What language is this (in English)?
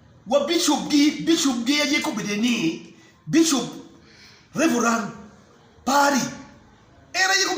Acoli